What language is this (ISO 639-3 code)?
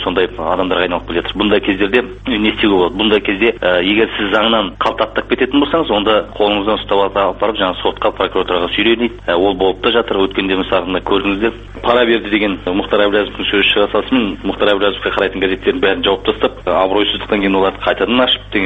kaz